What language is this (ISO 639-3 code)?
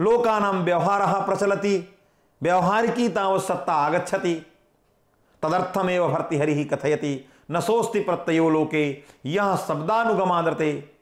san